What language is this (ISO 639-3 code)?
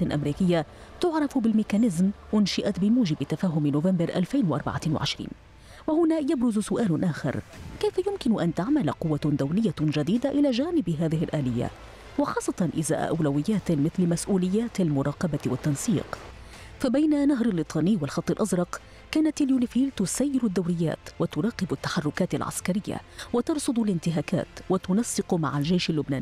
ara